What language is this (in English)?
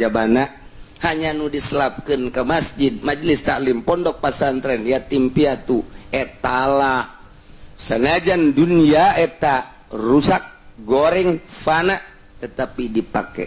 Sundanese